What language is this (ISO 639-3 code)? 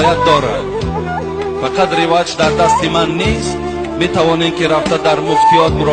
tgk